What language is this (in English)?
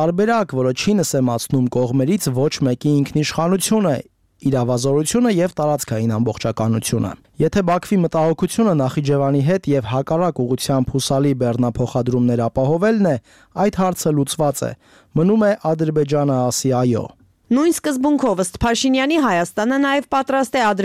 Armenian